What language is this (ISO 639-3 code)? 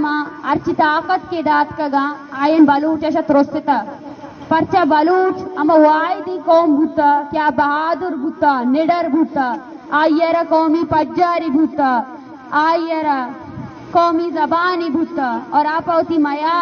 bal